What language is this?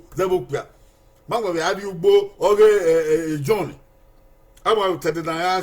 Bini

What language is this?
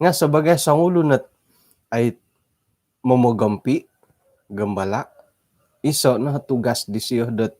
Central Dusun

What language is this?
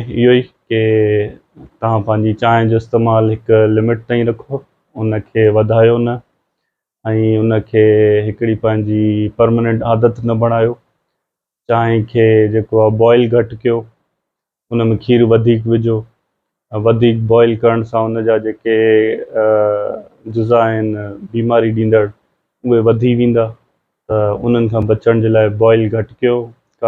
Sindhi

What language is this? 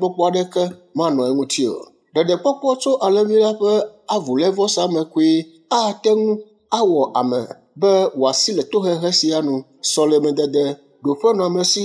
Ewe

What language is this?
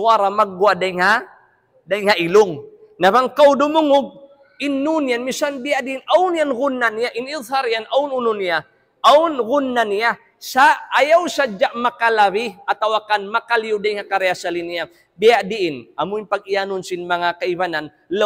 Tausug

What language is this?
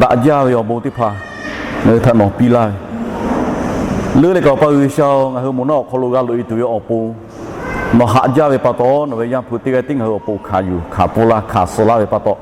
Lahu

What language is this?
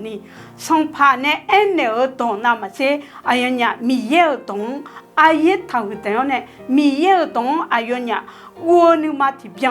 Akha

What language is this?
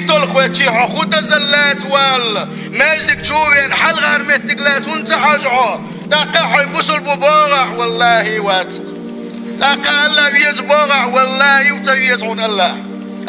Chechen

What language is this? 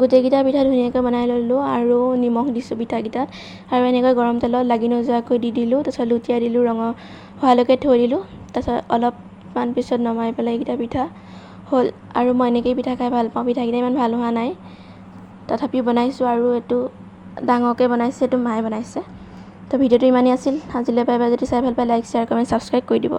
Assamese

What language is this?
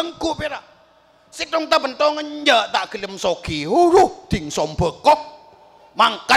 Madurese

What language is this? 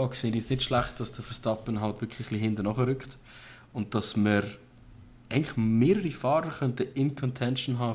Swiss German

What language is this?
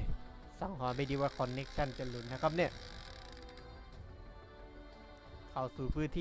Thai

